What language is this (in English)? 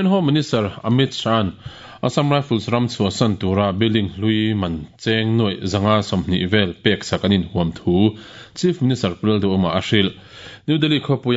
Mizo